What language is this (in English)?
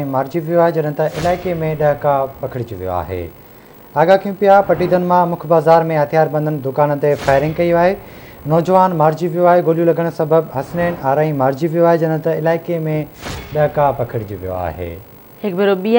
Sindhi